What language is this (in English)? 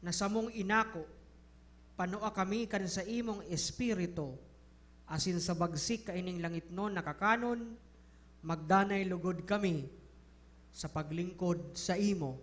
Bikol